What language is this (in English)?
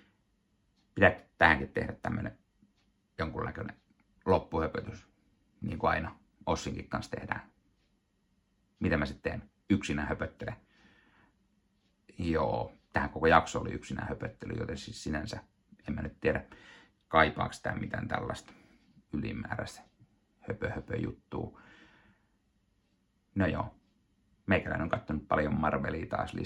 Finnish